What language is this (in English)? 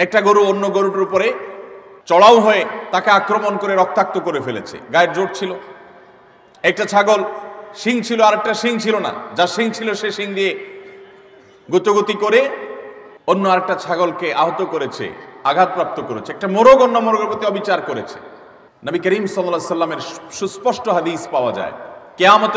Bangla